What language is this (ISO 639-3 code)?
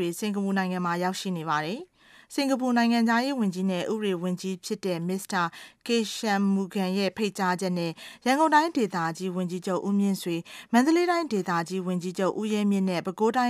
mya